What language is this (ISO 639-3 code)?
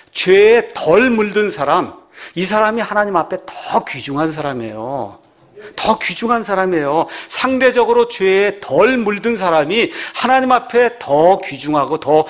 kor